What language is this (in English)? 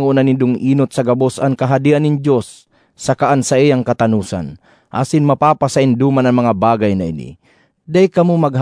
Bikol